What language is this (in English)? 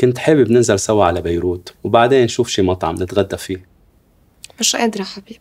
North Levantine Arabic